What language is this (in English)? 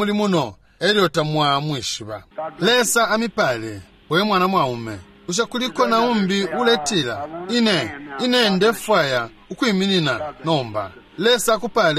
Bemba